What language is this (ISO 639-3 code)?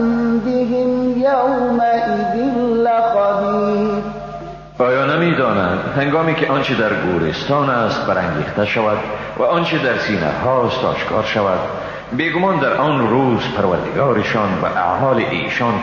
fas